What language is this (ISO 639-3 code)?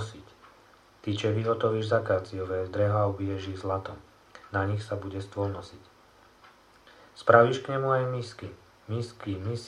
slk